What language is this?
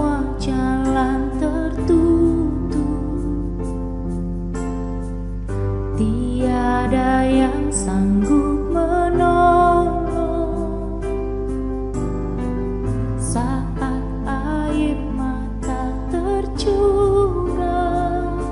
Indonesian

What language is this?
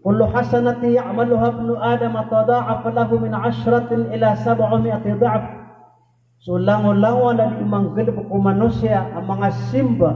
Maranao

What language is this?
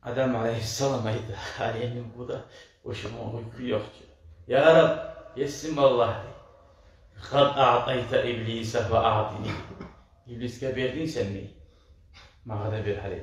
Kumyk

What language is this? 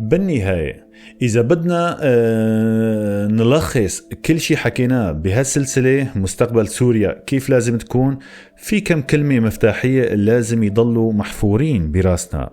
North Levantine Arabic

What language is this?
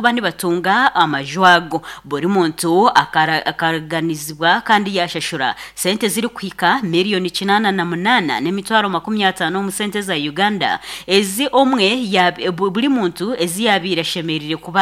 Nyankole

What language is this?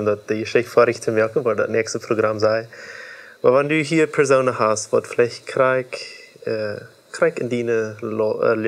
Plautdietsch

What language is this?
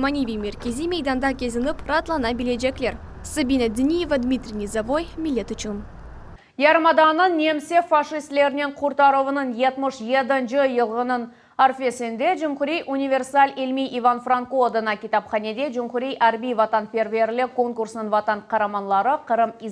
Crimean Tatar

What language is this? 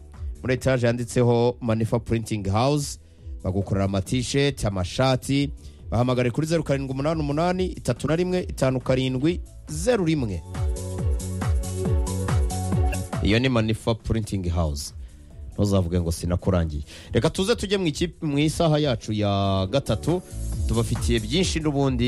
Kinyarwanda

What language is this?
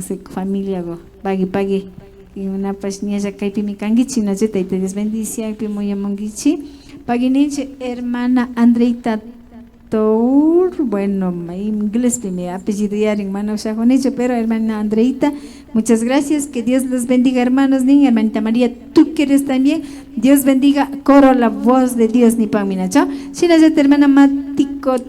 Imbabura Highland Quichua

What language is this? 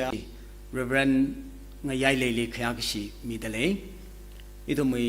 Tangkhul Naga (India)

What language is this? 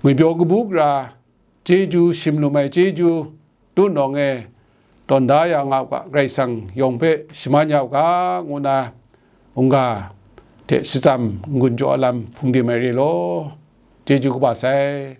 Kachin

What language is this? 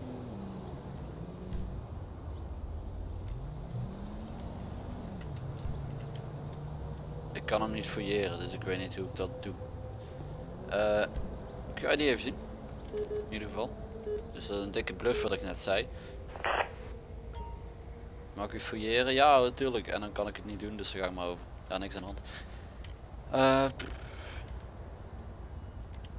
Dutch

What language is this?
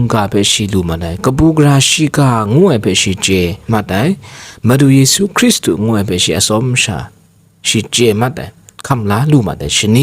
Kachin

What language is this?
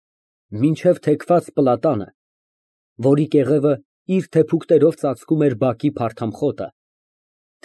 Armenian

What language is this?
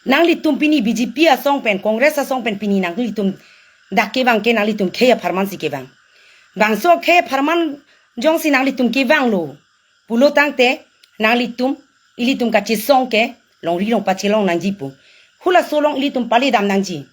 Karbi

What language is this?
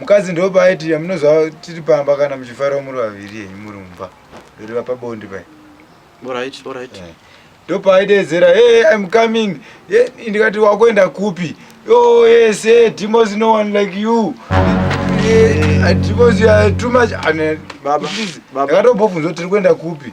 Shona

